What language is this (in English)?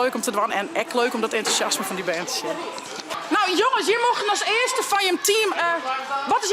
Western Frisian